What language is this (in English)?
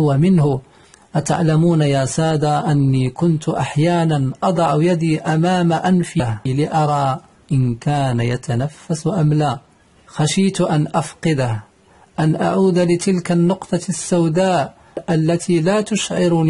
Arabic